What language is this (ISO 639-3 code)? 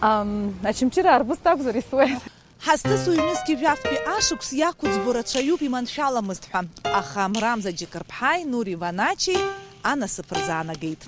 abk